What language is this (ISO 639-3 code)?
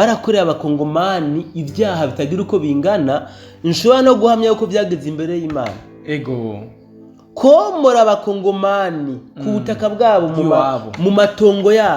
run